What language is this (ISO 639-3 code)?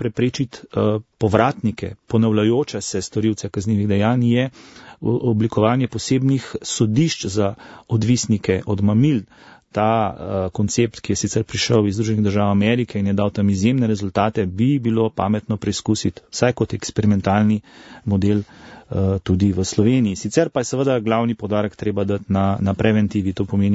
slv